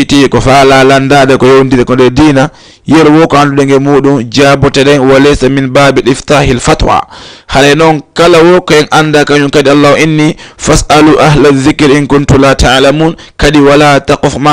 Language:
Fula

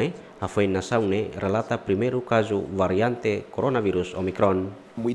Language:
Tetum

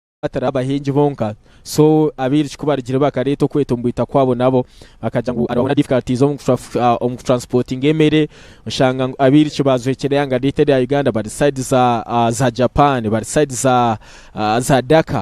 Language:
Nyankole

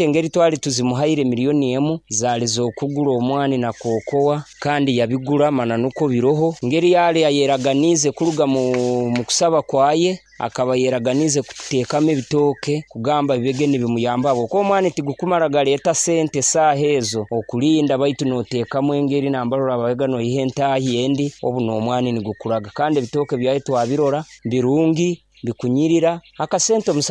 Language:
Nyankole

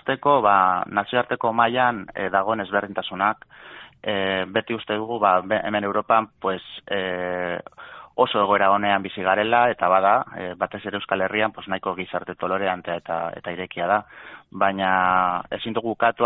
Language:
Basque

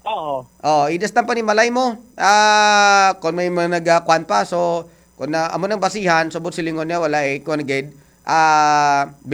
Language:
Hiligaynon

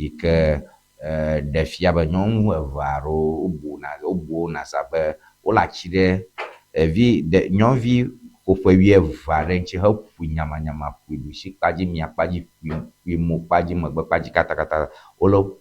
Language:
Ewe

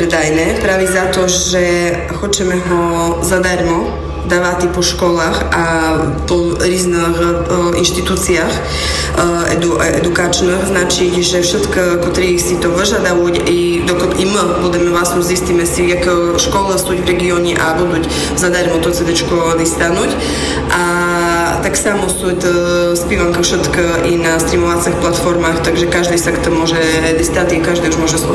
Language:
Slovak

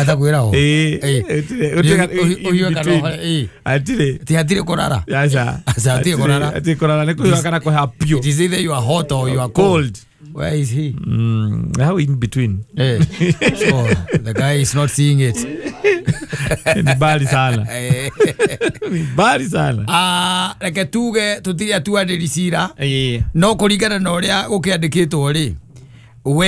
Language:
Kikuyu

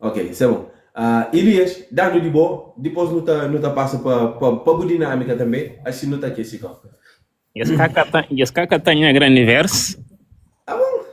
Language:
Kabuverdianu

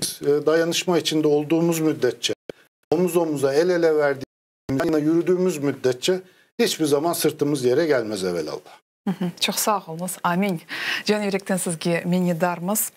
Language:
Crimean Tatar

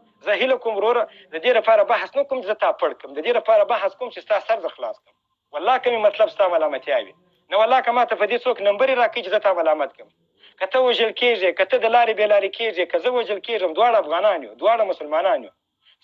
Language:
Pashto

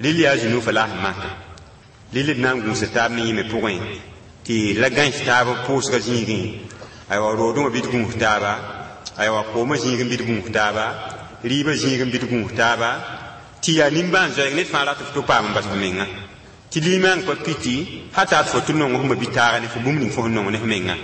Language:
Mossi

